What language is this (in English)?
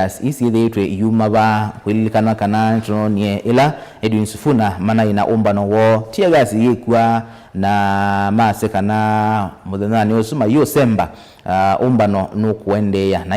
Kamba